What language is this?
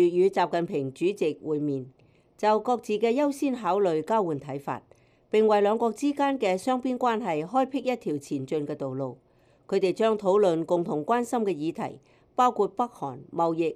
Cantonese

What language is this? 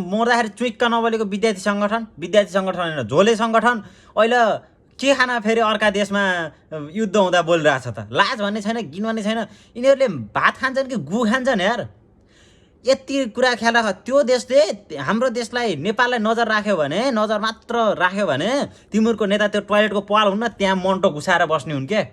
Nepali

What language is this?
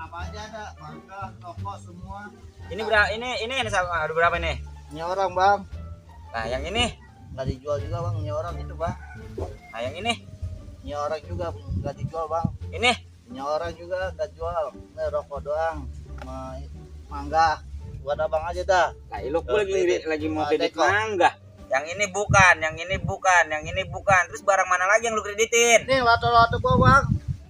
Betawi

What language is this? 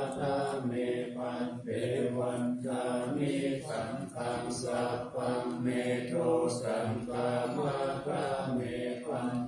Pali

